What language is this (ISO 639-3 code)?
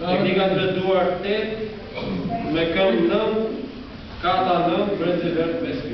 sqi